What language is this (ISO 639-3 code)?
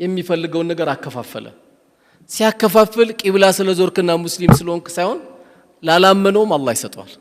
amh